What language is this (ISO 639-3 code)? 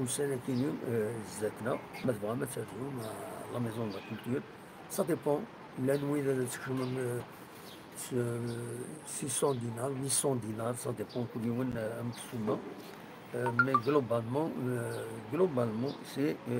kab